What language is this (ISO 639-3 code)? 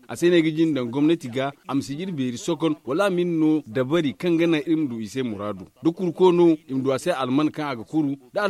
dje